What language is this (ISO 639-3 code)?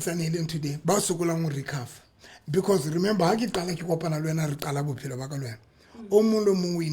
sot